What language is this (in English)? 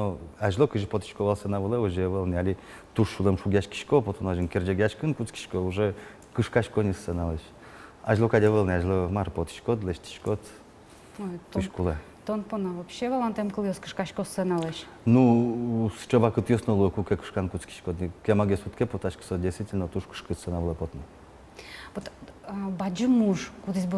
Udmurt